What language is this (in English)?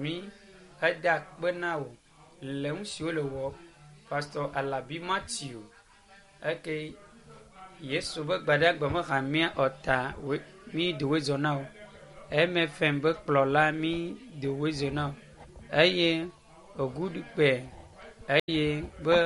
Ewe